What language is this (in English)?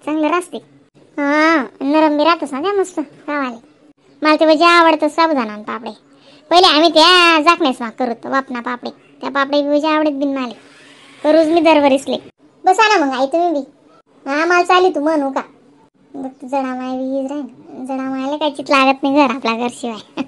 Khandesi